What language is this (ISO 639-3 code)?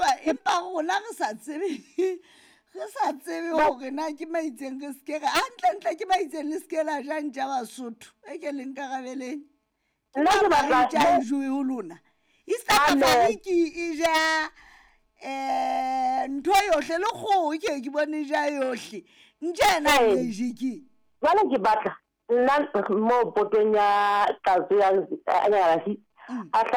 sot